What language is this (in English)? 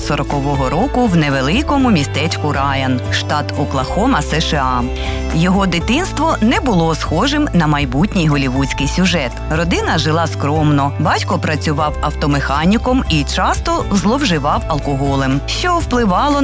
Ukrainian